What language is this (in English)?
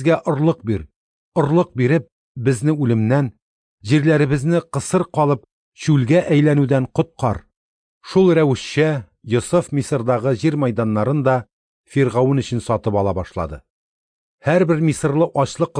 Tatar